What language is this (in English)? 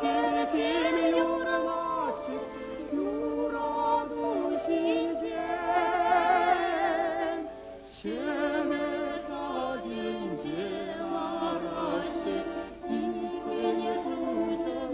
Chuvash